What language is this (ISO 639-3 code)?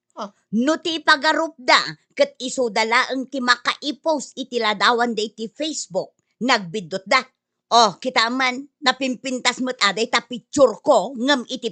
ilo